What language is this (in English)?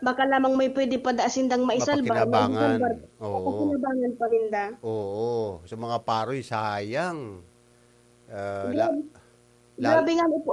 Bikol